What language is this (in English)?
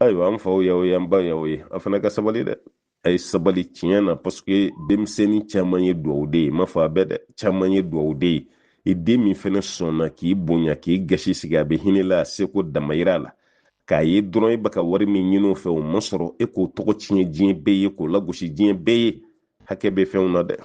Bambara